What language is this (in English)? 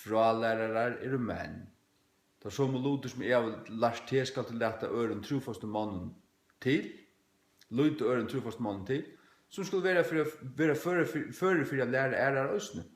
Faroese